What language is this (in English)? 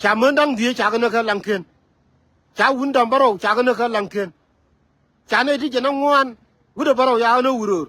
Nuer